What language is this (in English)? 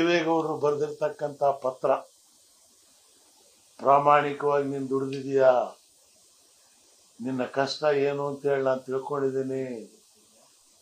Kannada